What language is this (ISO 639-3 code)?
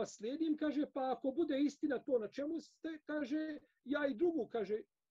bos